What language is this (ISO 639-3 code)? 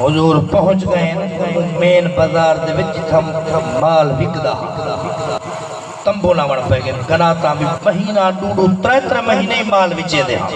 skr